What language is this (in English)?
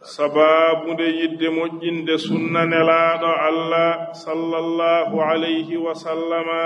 Fula